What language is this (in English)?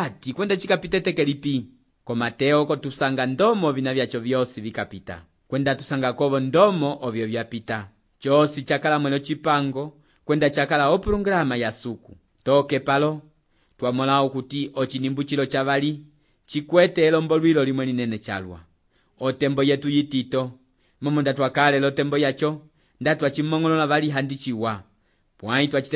Umbundu